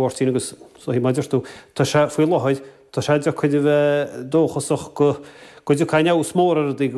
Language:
Irish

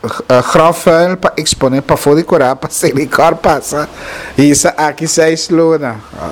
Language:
Papiamento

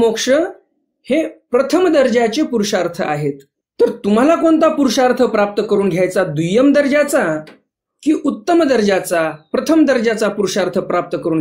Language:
Marathi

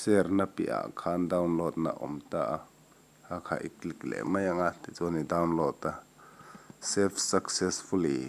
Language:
Mizo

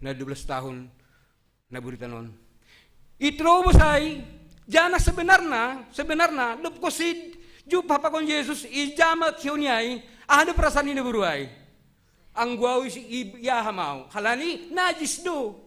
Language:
Batak Simalungun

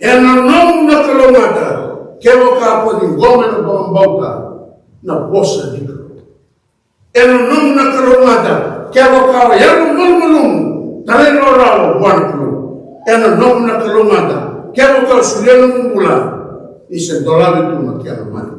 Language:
Fijian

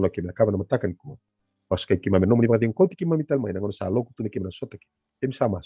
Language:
Fijian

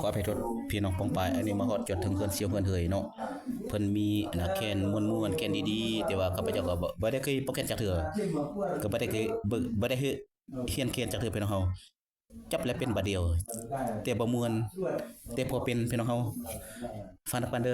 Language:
Lao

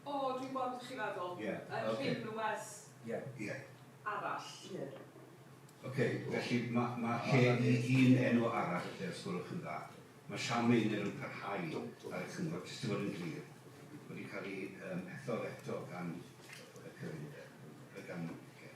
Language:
Welsh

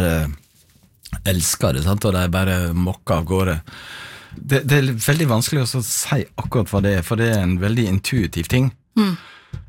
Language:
Norwegian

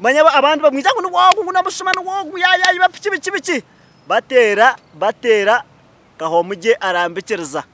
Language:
Nyankole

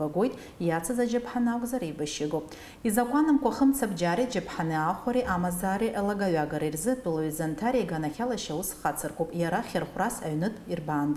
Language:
Abkhazian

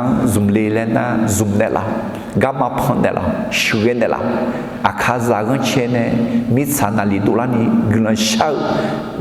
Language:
Akha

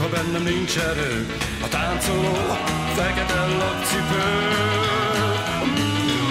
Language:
Hungarian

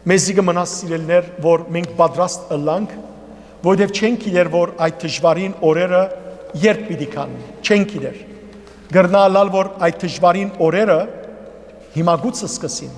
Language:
Western Armenian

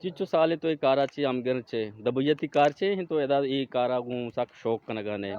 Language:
Eastern Balochi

